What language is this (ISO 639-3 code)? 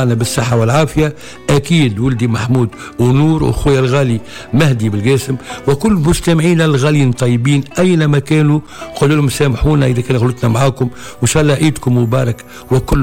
aeb